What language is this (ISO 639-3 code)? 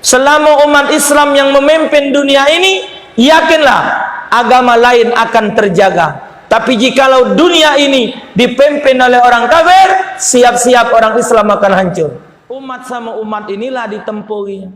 mui